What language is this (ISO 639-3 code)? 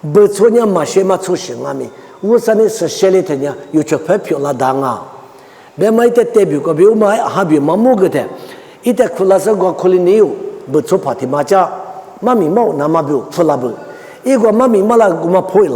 lis